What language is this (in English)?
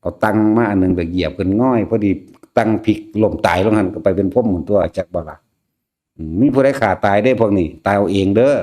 Northeastern Thai